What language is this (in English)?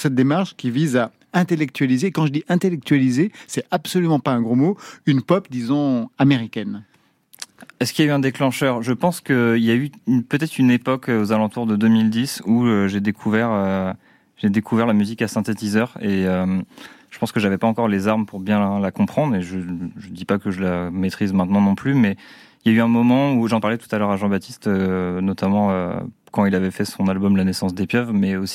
French